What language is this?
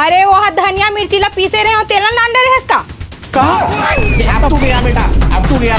Chhattisgarhi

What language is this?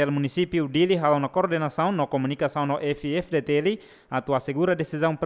Tetum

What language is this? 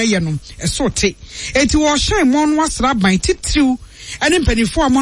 Akan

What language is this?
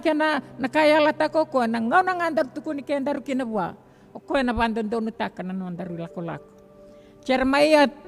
Fijian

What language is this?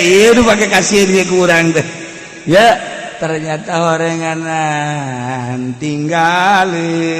Sundanese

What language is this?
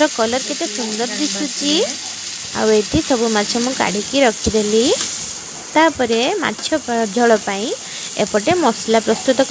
Odia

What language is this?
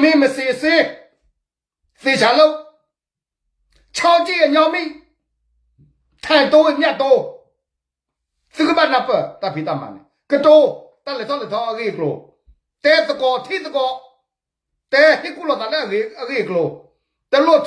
S'gaw Karen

